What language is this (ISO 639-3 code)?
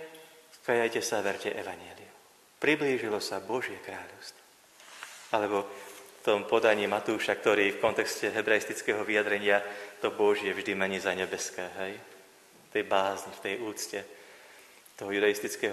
slk